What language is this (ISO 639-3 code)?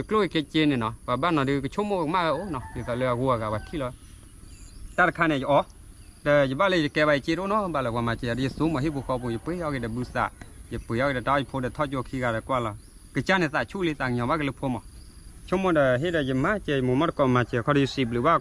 ksw